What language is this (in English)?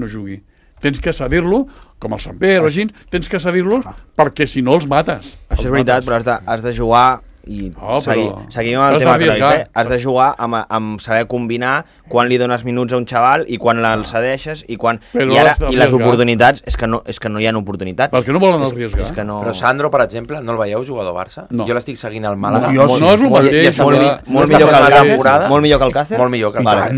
Catalan